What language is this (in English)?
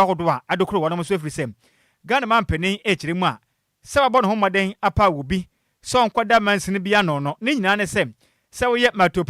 Akan